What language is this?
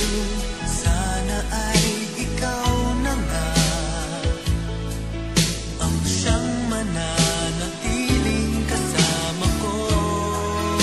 Filipino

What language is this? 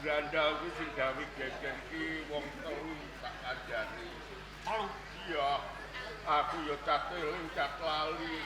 Javanese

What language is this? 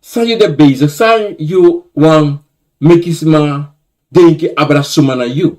Sranan Tongo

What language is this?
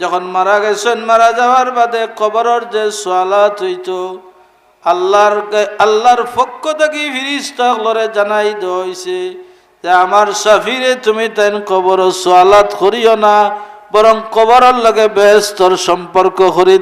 Sylheti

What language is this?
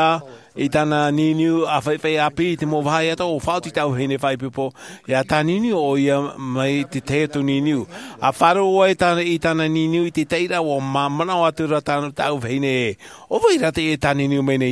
Tahitian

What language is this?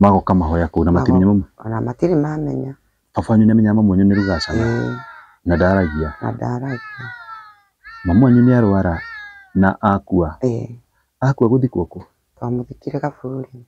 Kikuyu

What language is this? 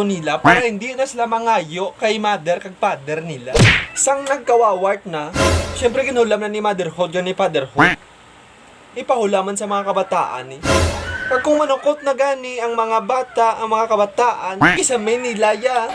Hiligaynon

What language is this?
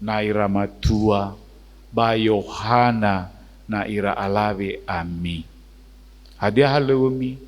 Nias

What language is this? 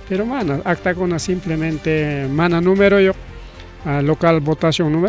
Ayacucho Quechua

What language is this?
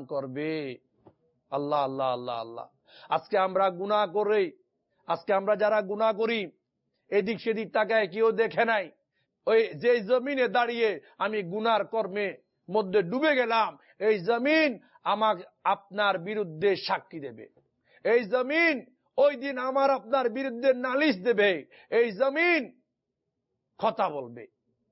Bangla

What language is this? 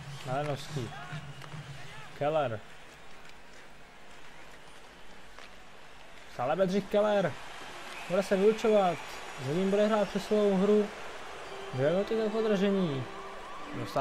Czech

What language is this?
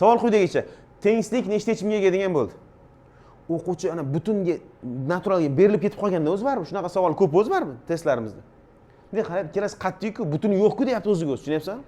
Uzbek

